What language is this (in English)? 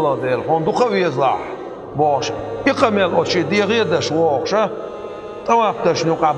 Chechen